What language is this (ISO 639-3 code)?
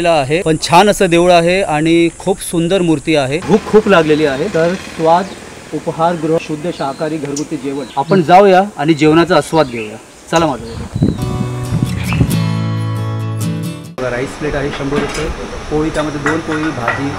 mar